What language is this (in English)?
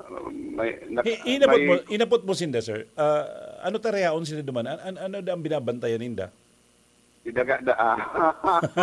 Bikol